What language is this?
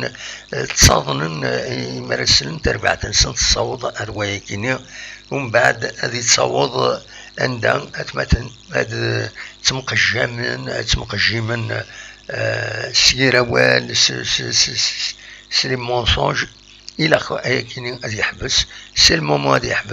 Kabyle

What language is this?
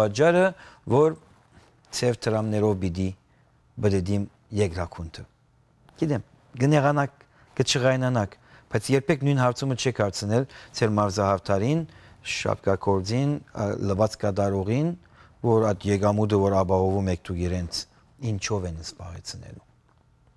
Western Armenian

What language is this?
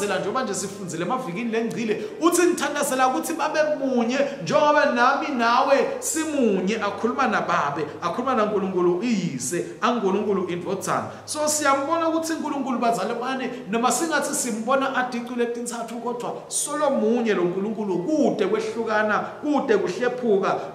Swati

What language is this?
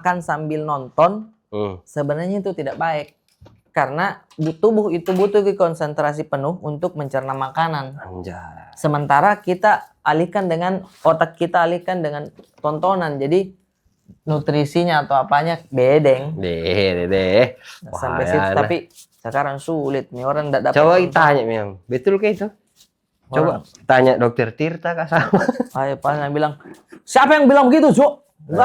Makassar Malay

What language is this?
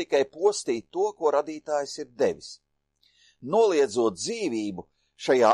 Latvian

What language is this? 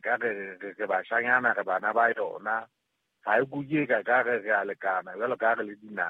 Southern Sotho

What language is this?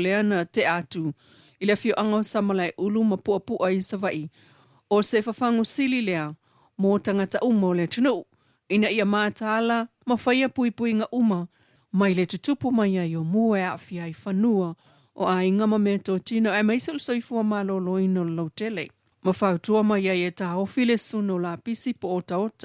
Samoan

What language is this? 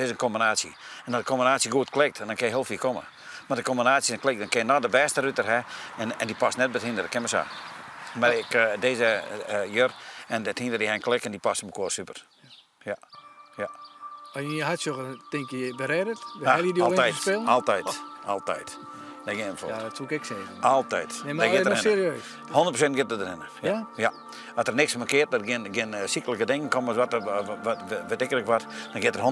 Western Frisian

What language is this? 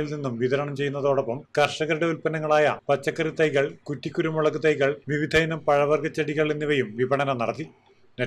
Malayalam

